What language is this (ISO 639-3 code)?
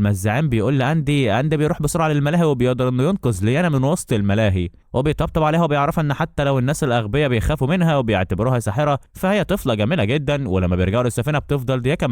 arz